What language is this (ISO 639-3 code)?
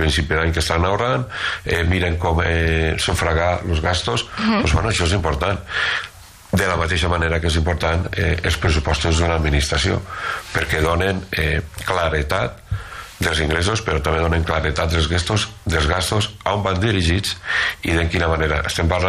cat